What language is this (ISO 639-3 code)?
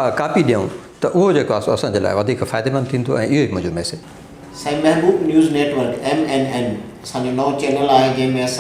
snd